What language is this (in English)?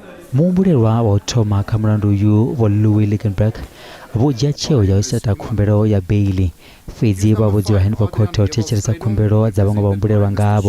Venda